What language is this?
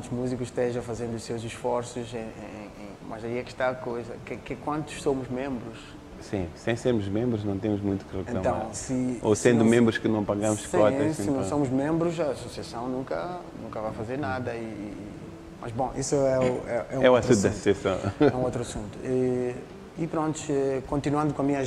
Portuguese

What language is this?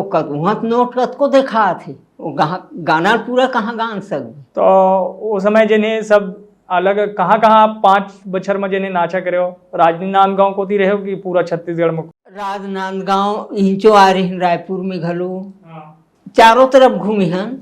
Chhattisgarhi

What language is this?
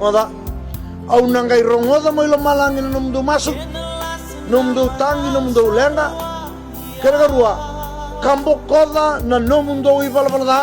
Fijian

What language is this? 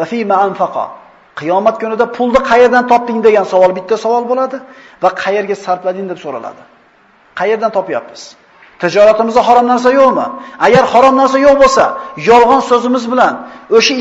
Uzbek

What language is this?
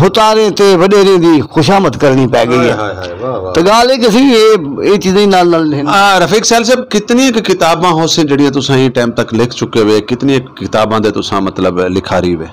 Saraiki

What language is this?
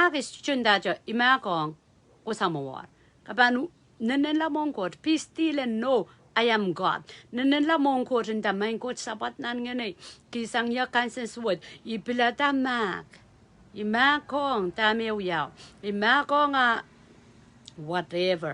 Pohnpeian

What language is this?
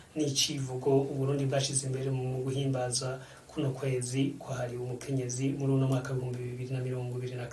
Rundi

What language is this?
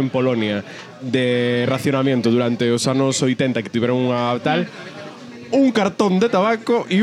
Galician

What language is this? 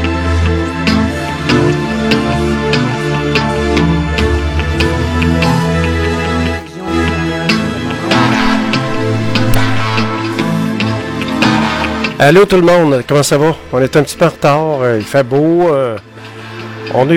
French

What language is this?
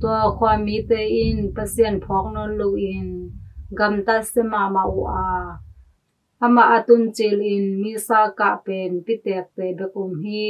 Tedim Chin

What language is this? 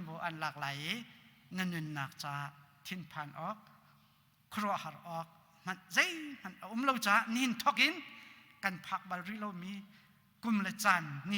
Hakha Chin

